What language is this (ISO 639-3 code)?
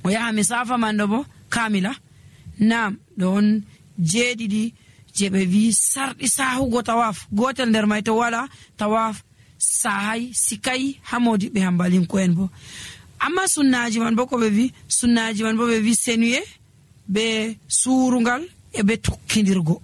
fuv